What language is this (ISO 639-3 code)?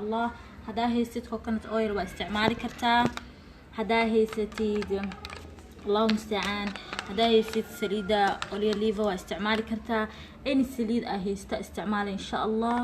som